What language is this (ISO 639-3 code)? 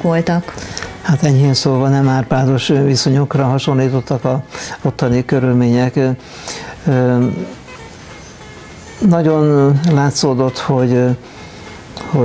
hun